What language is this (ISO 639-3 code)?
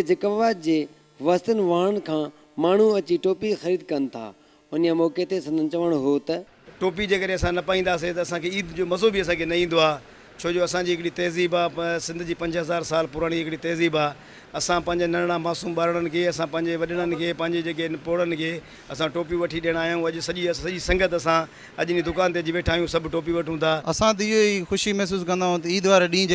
snd